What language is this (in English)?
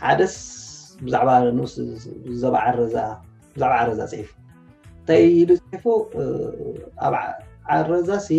Tigrinya